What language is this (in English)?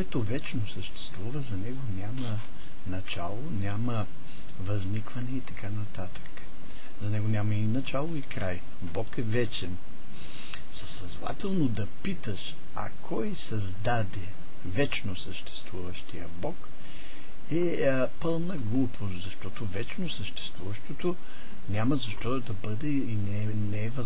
Bulgarian